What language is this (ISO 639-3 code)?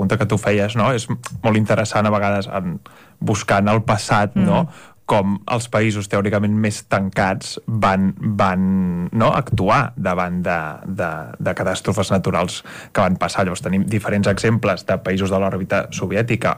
cat